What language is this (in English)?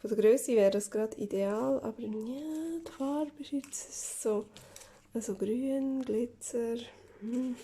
Swiss German